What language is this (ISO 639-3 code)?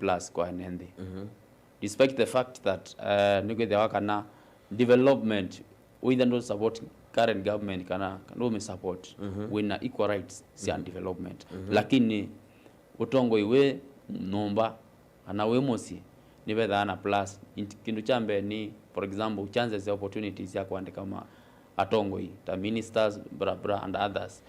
kam